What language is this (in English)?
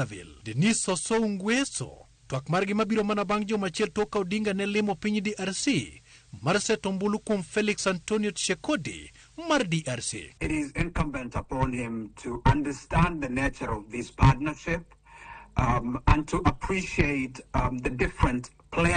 Luo (Kenya and Tanzania)